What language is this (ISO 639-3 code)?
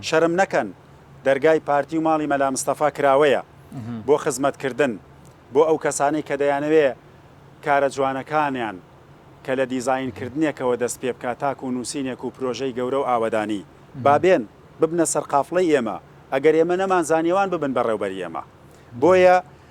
ckb